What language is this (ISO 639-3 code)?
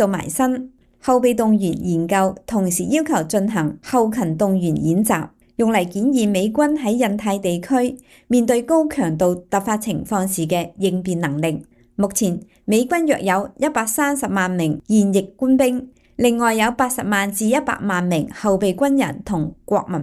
yue